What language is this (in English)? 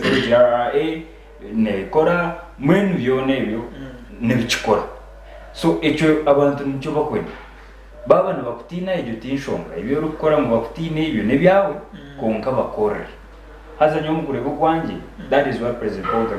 Nyankole